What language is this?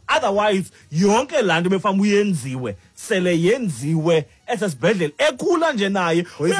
Xhosa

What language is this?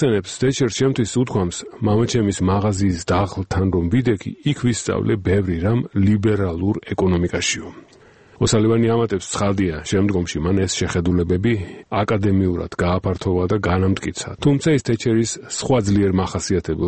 Georgian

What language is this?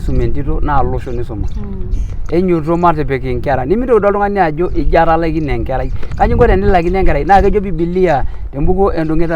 Masai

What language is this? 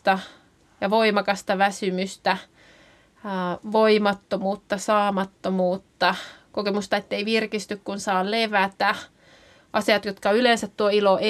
Finnish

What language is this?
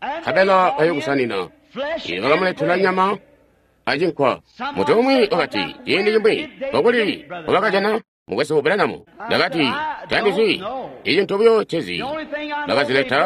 Tonga (Zambia)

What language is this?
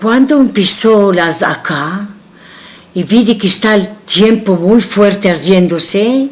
Ladino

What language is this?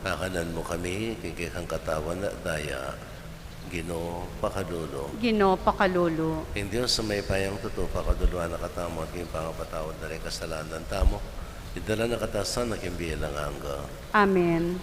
Pampanga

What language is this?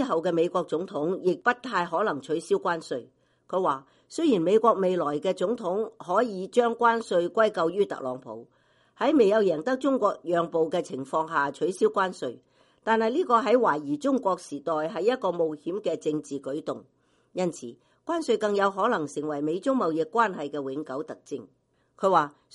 Cantonese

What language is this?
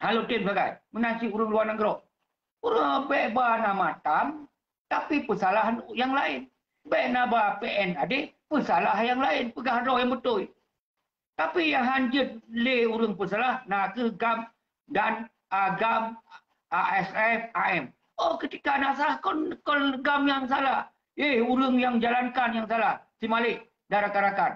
Achinese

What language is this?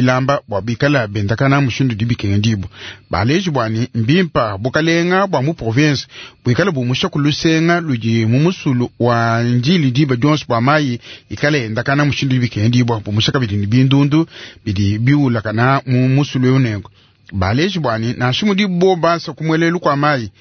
Luba-Lulua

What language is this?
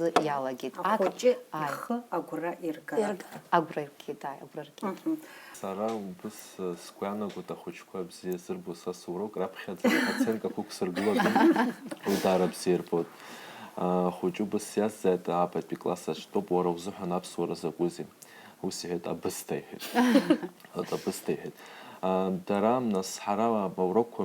Abkhazian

